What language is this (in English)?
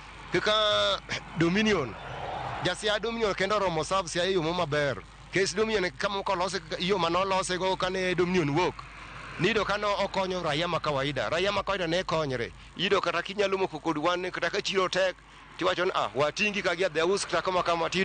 Luo (Kenya and Tanzania)